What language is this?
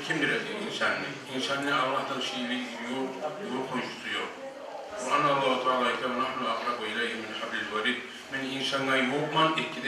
Kumyk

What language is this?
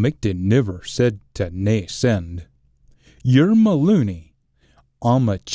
Scots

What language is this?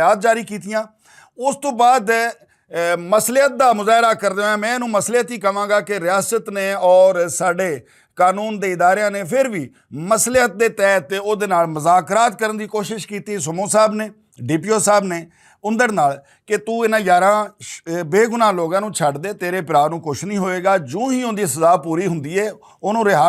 Western Panjabi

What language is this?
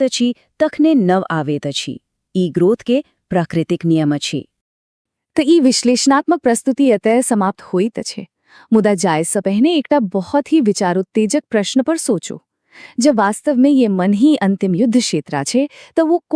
Maithili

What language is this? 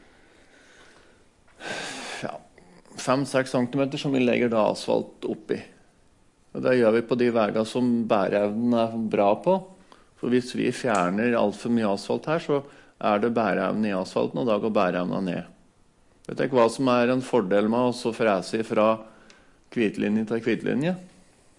Norwegian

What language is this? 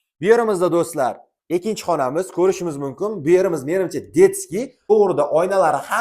Uzbek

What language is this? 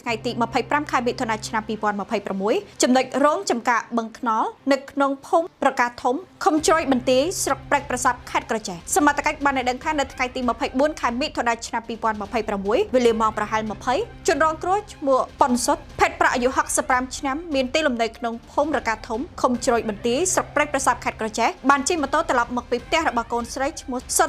Khmer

